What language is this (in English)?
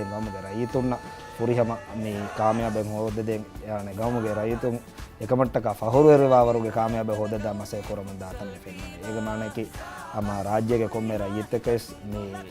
Divehi